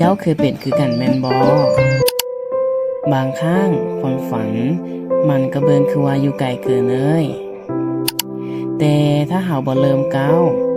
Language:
Lao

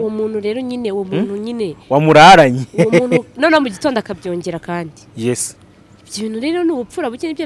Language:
Kinyarwanda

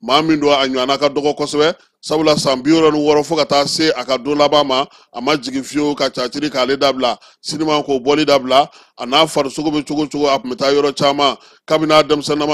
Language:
Bambara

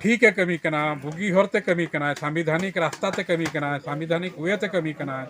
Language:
Santali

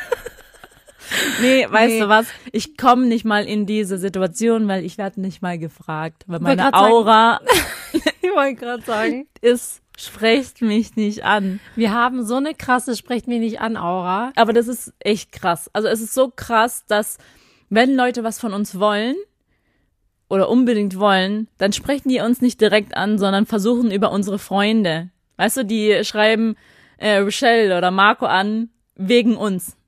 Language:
German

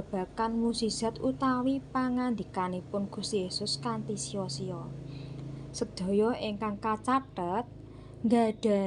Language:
Javanese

